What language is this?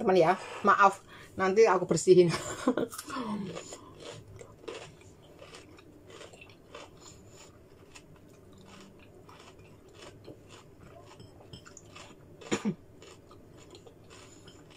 Indonesian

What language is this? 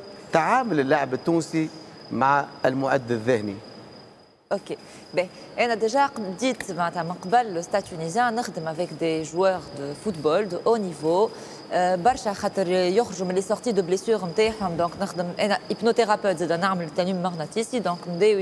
Tunisian Arabic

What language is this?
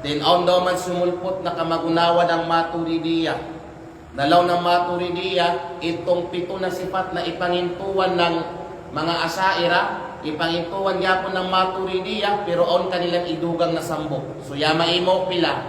Kalagan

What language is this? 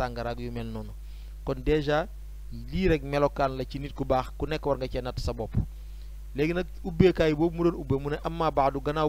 Wolof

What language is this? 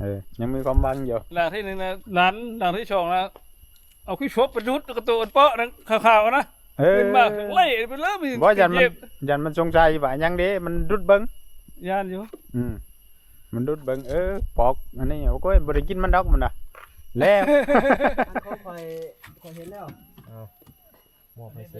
Northeastern Thai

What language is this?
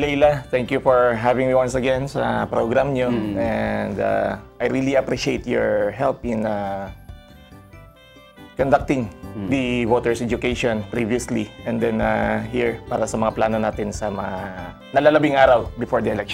Filipino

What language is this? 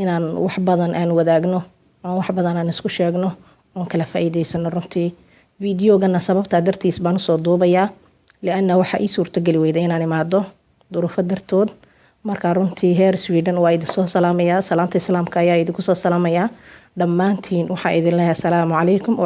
Somali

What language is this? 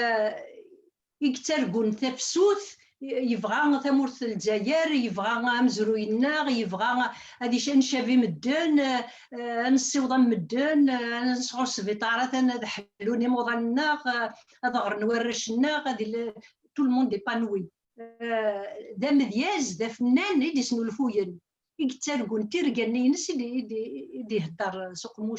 Kabyle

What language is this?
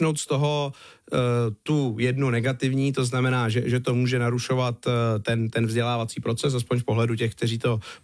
Czech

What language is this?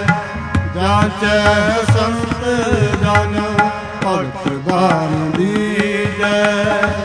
Punjabi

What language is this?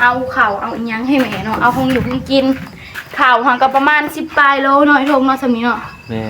Northeastern Thai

